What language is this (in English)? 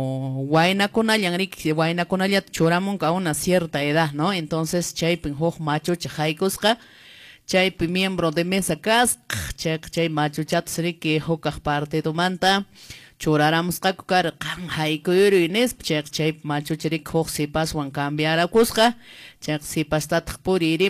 Quechua